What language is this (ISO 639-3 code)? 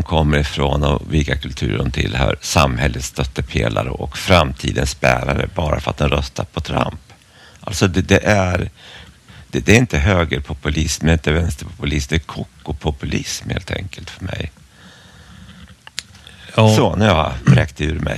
swe